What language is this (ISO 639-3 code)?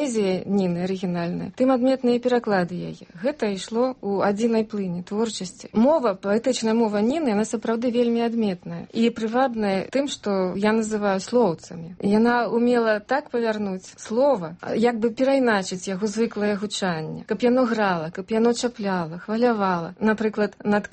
bel